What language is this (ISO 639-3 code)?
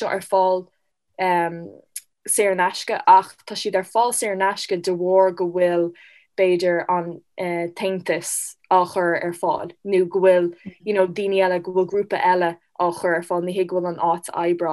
gle